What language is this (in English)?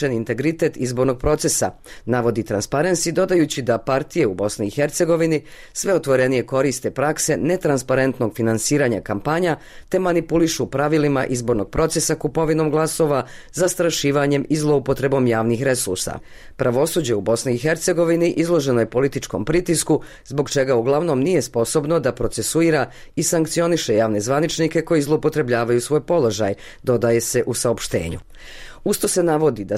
Bosnian